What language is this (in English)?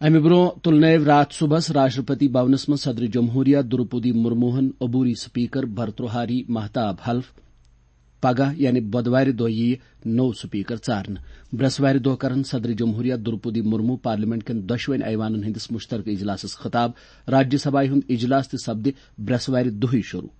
Kashmiri